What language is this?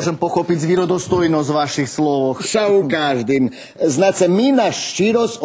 Rusyn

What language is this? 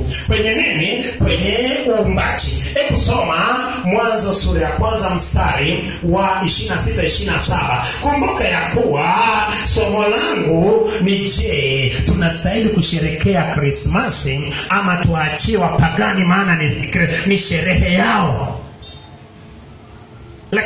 Swahili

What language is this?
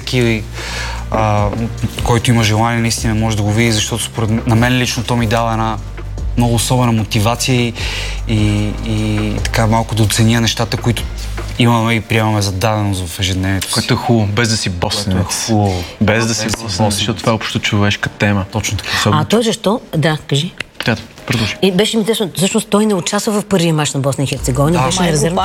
Bulgarian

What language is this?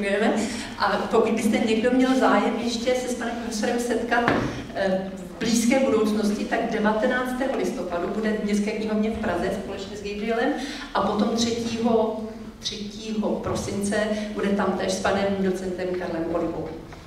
Czech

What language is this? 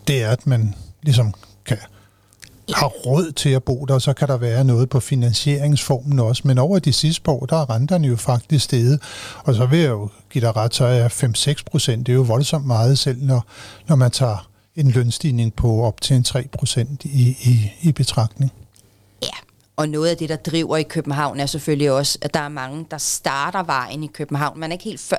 Danish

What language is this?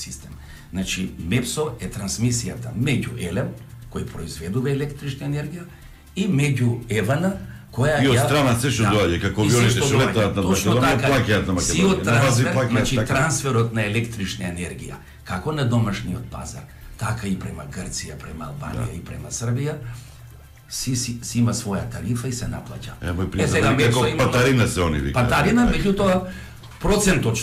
Macedonian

